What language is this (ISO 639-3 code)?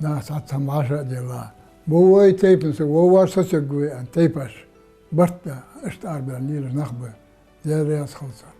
inh